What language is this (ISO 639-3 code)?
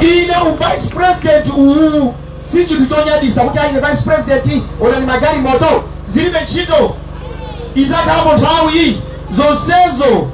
nya